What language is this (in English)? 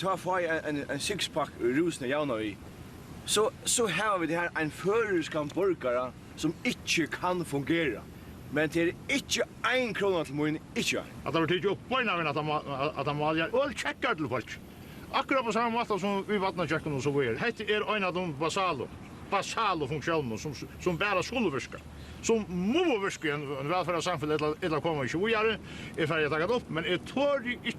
Faroese